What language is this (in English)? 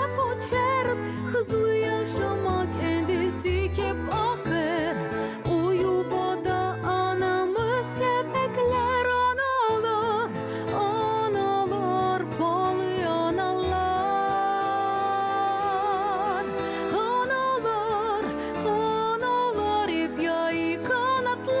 Gagauz